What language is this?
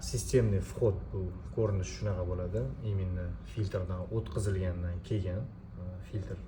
Uzbek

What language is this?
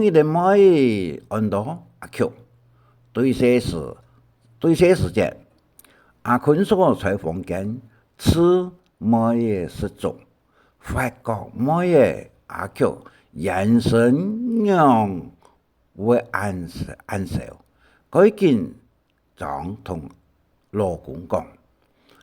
Hakka Chinese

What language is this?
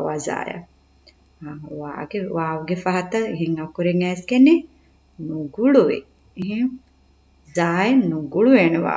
Divehi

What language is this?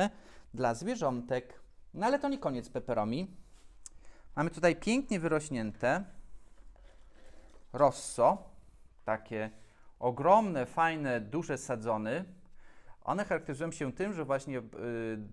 Polish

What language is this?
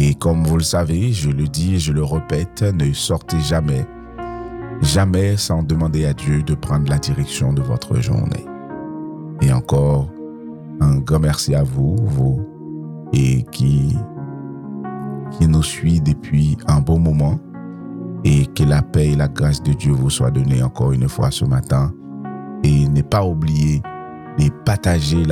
French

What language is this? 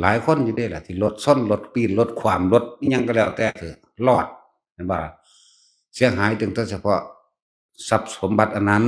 Northeastern Thai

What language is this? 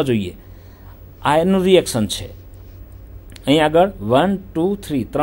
Gujarati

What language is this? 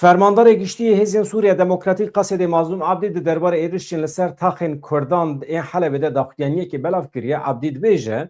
Kurdish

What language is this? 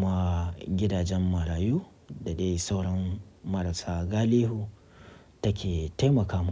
Hausa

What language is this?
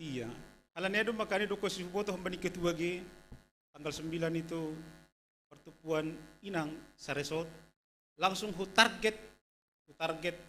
Batak Simalungun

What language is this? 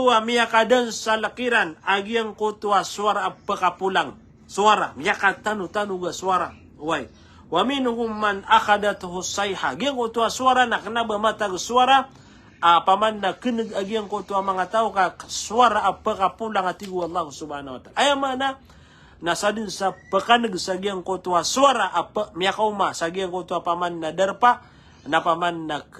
Maranao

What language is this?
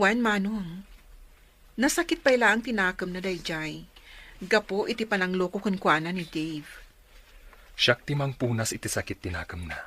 Iloko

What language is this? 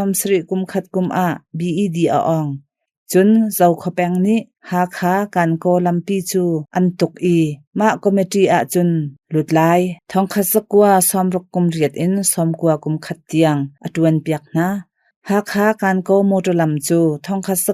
Hakha Chin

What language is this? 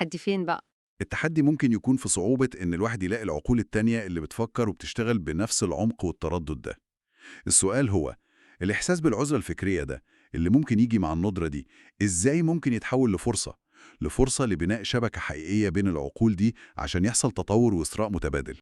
Egyptian Arabic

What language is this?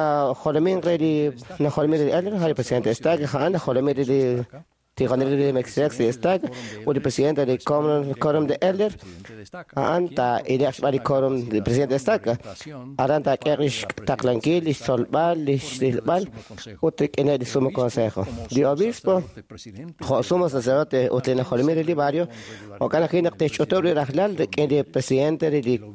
Kekchí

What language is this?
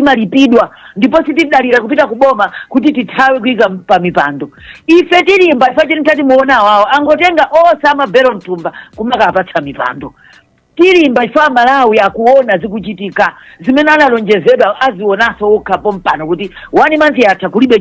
Nyanja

